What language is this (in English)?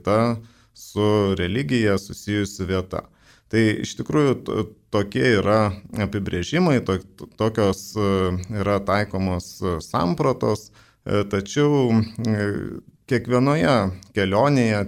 Lithuanian